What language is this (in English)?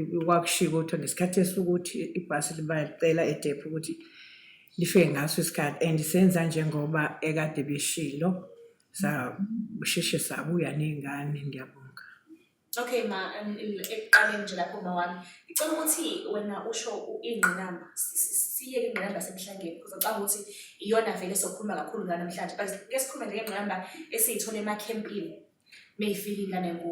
Zulu